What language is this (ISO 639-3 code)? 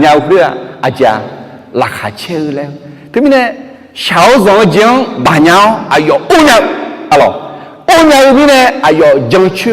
ahk